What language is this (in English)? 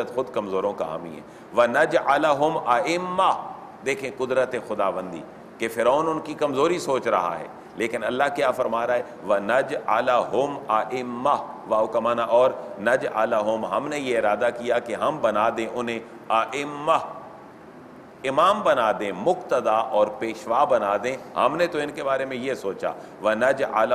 Urdu